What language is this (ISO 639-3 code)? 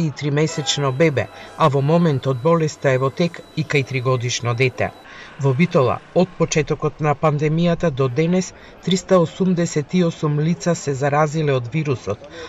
mkd